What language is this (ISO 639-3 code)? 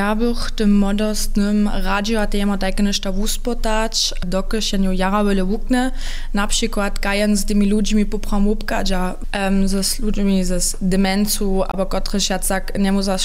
hsb